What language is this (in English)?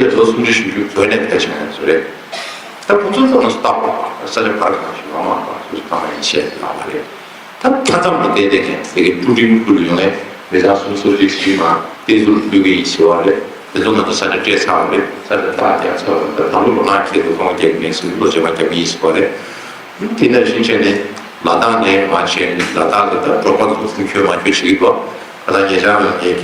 Tibetan